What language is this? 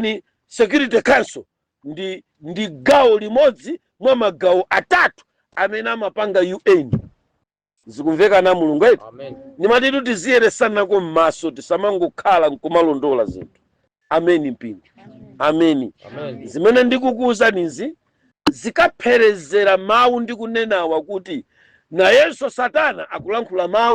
Nyanja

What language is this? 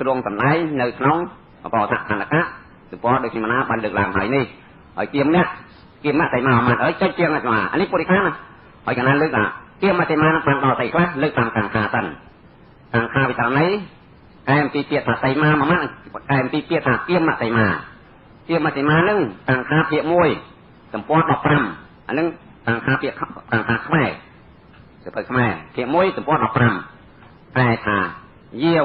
Khmer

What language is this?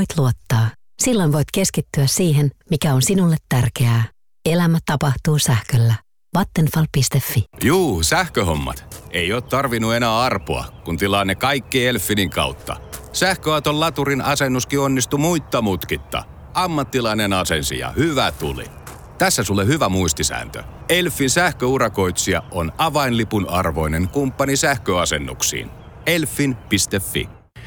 Finnish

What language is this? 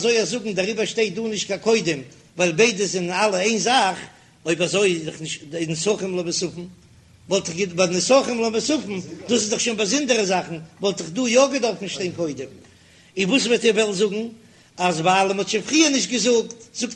Yiddish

